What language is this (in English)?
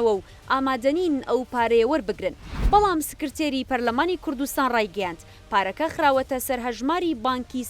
Central Kurdish